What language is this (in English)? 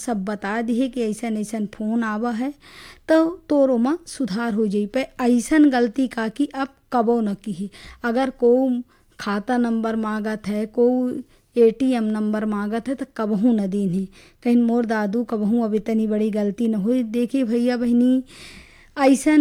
Bagheli